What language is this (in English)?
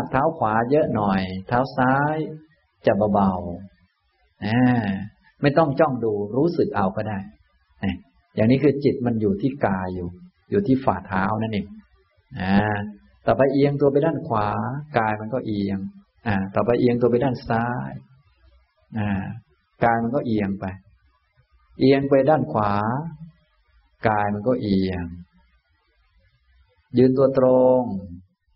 Thai